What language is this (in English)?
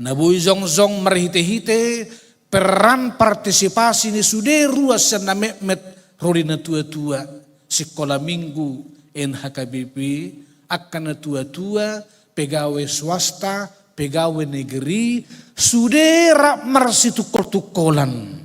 Batak Toba